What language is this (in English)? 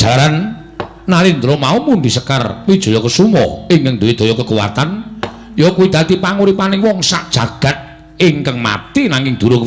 Javanese